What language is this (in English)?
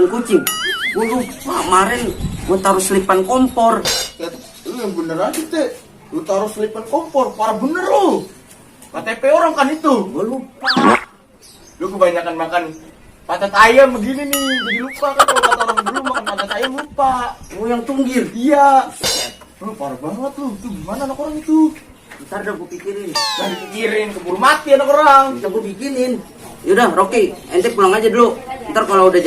Betawi